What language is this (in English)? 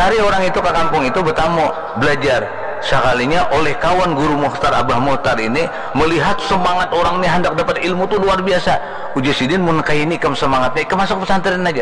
Banjar